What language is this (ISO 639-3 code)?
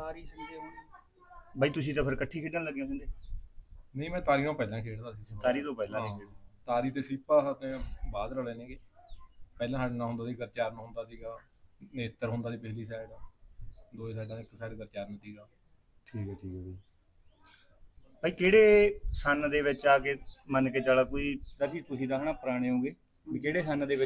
pan